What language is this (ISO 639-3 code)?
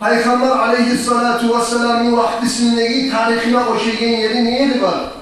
kum